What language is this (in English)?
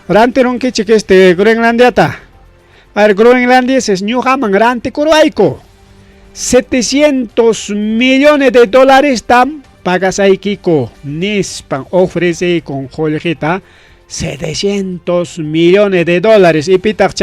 Ayacucho Quechua